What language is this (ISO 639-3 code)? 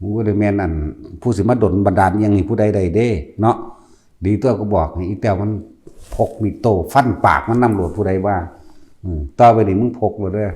tts